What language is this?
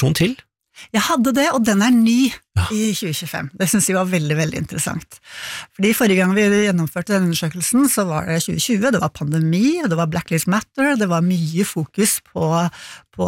Norwegian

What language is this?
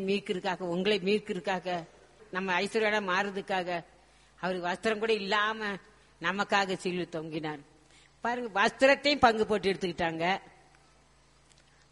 Tamil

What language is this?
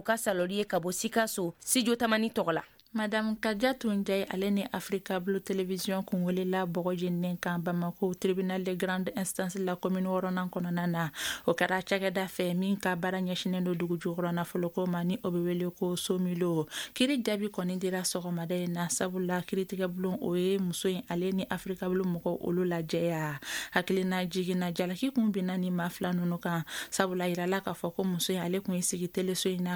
Bambara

